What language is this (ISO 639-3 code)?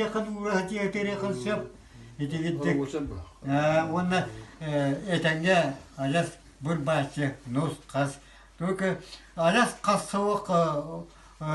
sah